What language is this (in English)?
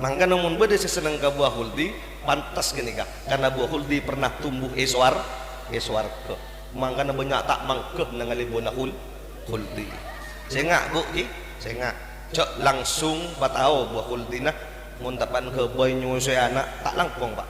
Madurese